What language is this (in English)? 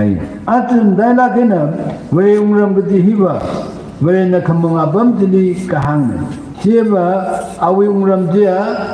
Tangkhul Naga (India)